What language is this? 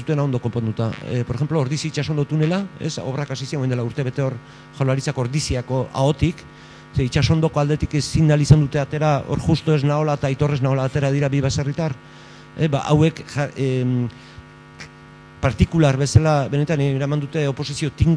Basque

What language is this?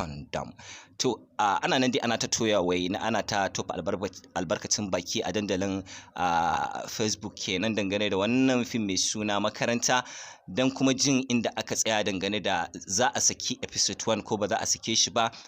Hausa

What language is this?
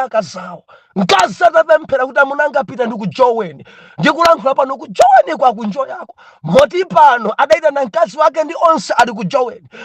Nyanja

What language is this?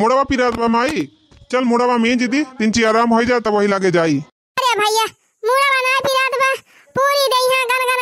Awadhi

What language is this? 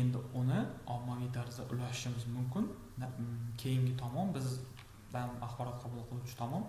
Uzbek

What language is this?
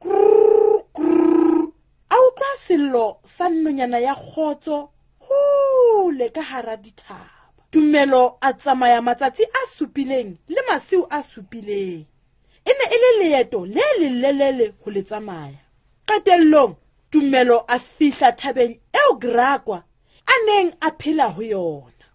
Southern Sotho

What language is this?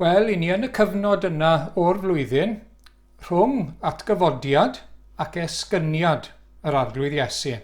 Welsh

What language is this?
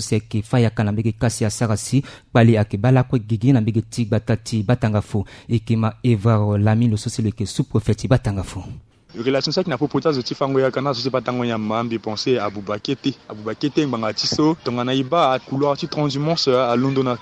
Sango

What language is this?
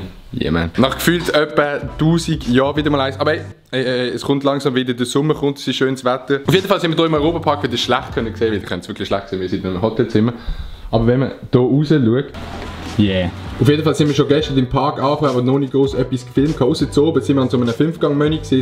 Swiss German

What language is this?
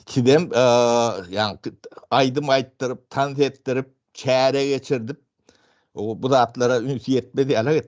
Turkmen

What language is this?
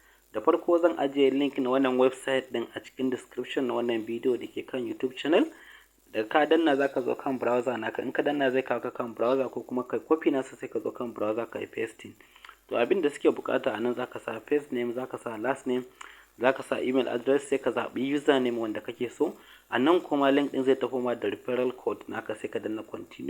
Hausa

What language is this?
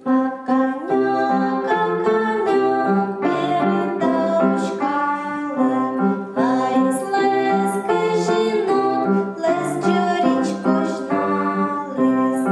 Komi-Permyak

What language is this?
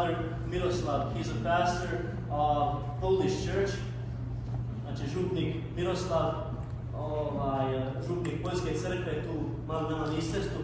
Croatian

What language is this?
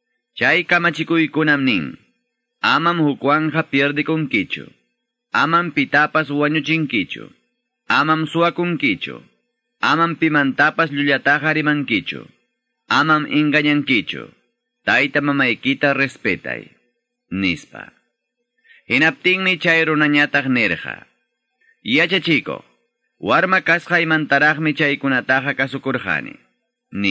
Ayacucho Quechua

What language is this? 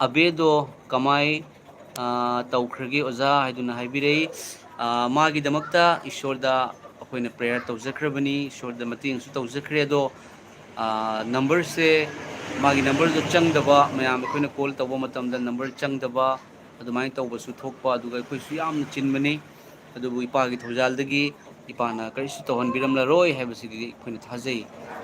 Manipuri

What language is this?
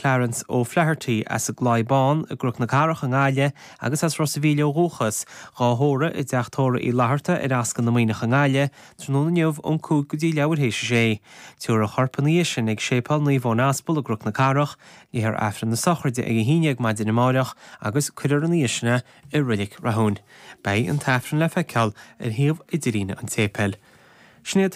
Irish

